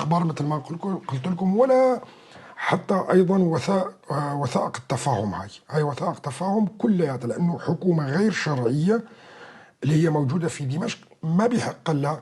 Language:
North Levantine Arabic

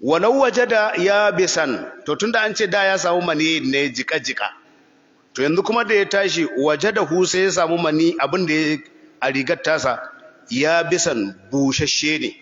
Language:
Hausa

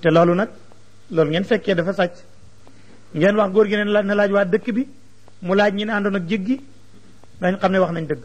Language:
Wolof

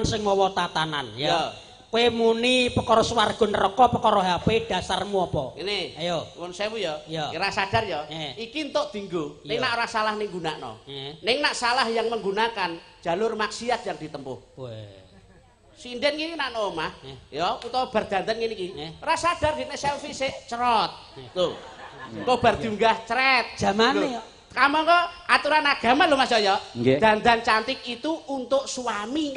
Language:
Javanese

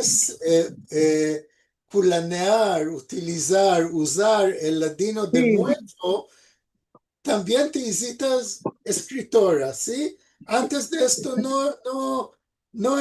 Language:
Ladino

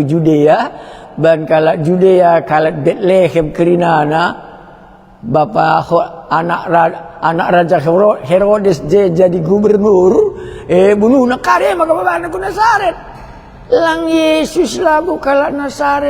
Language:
Batak Karo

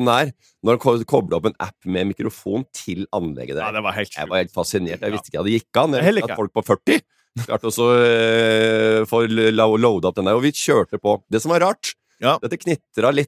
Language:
Norwegian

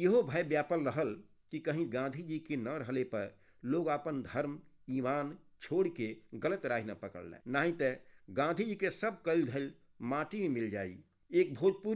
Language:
Bhojpuri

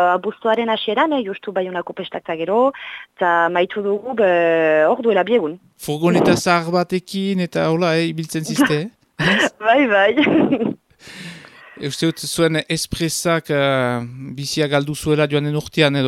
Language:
Basque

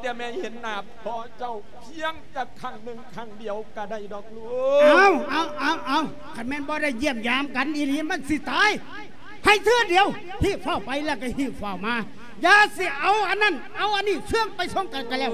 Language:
Lao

